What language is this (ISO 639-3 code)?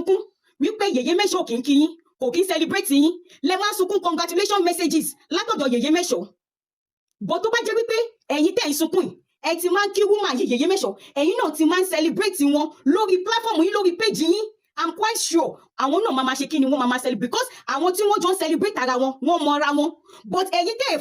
yor